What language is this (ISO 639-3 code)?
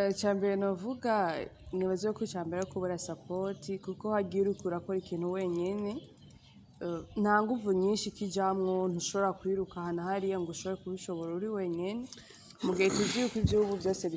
run